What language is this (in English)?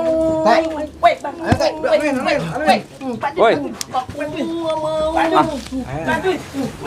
Betawi